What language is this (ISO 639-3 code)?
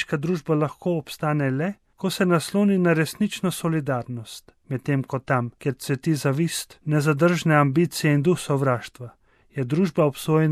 slv